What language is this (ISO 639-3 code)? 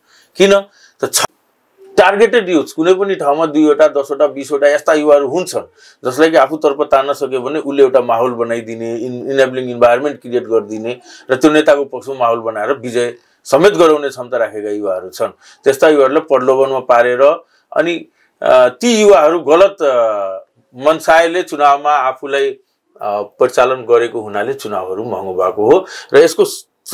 nep